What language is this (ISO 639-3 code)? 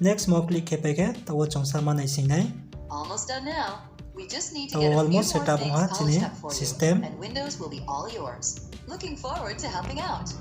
ria